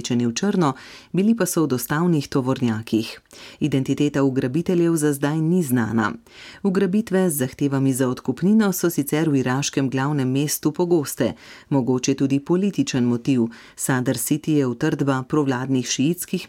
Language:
Slovenian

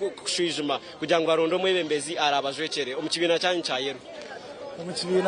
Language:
Nyankole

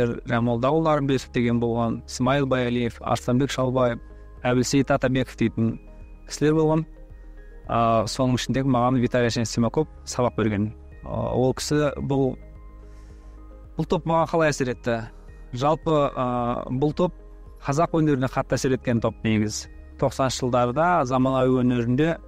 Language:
Kazakh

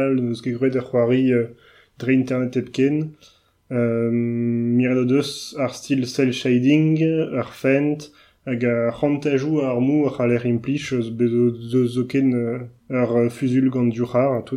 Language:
Breton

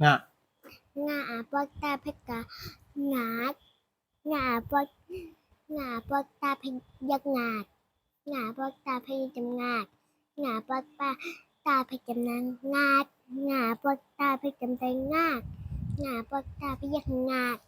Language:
Shan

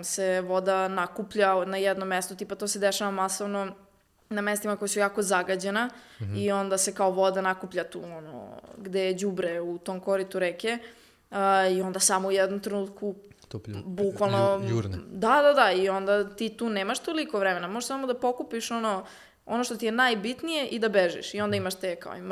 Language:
Serbian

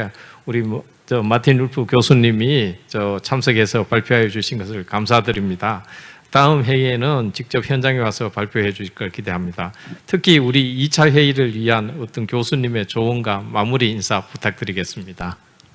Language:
Korean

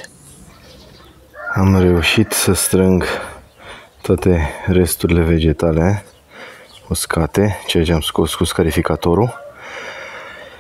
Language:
Romanian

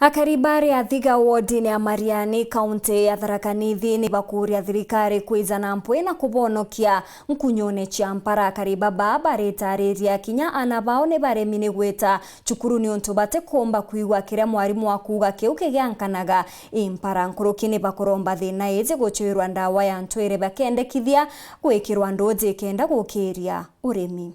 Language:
Meru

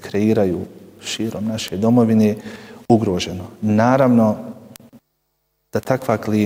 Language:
Bosnian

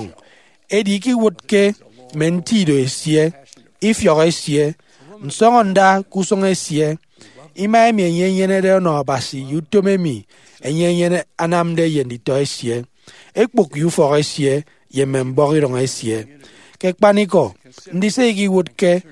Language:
Efik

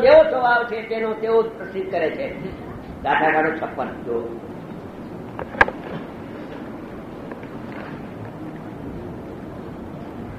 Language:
Gujarati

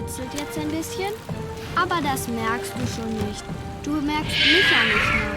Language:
Swiss German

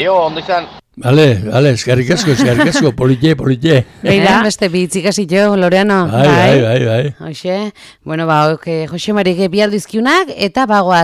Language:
Basque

